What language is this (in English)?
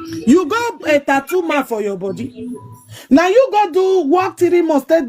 Nigerian Pidgin